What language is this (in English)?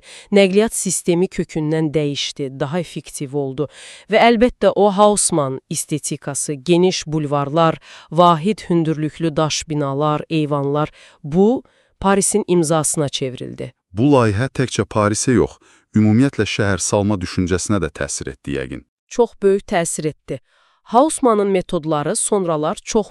Azerbaijani